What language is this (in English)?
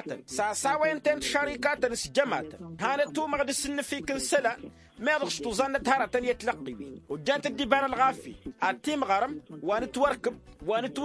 Tamasheq